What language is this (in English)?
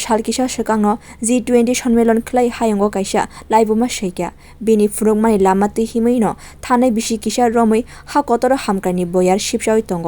Kok Borok